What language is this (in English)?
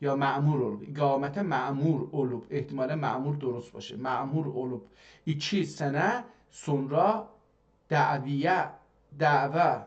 South Azerbaijani